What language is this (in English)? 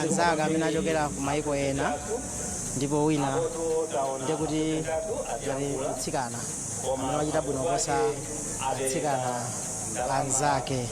Nyanja